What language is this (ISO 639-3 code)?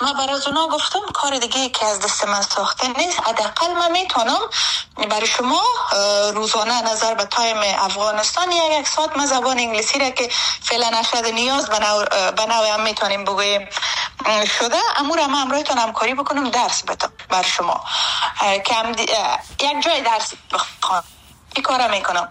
fas